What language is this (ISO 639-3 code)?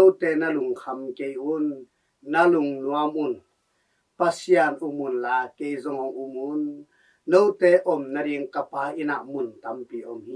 ctd